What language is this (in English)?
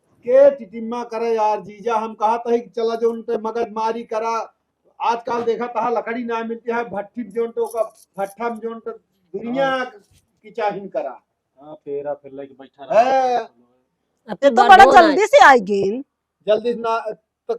Awadhi